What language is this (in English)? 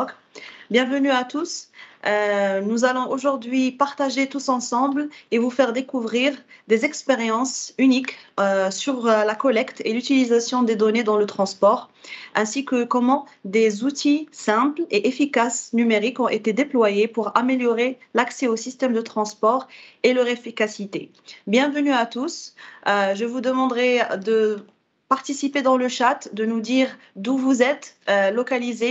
French